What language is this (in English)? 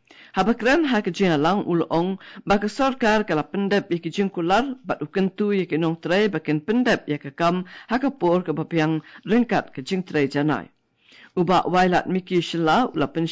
Khasi